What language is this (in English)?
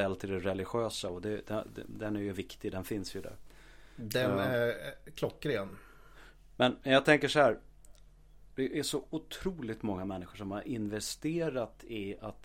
Swedish